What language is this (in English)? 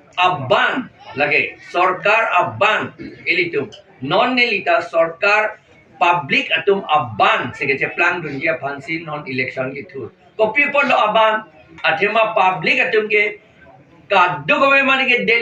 Karbi